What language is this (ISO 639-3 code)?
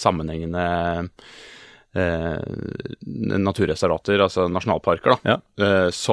nor